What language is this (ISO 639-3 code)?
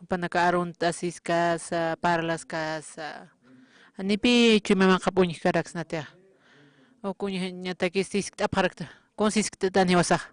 aym